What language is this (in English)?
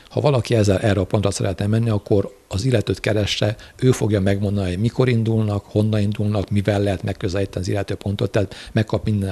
Hungarian